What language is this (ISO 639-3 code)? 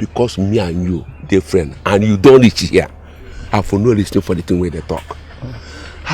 pcm